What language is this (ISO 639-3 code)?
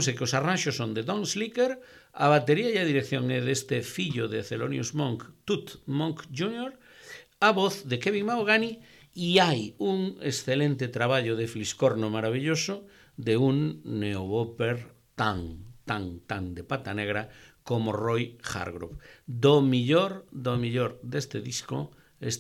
glg